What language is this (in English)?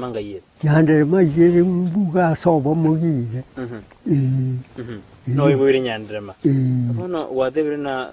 Gusii